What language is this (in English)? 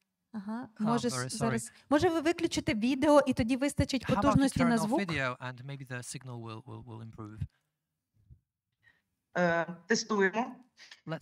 Ukrainian